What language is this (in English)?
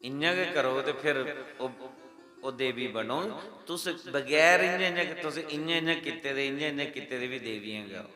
Dogri